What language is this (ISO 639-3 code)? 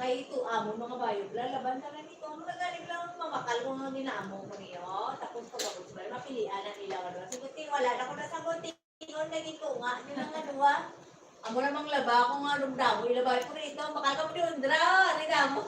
hil